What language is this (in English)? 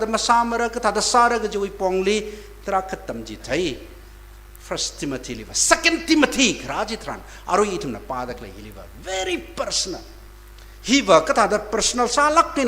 Tangkhul Naga (India)